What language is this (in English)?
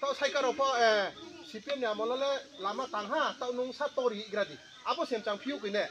Riang (India)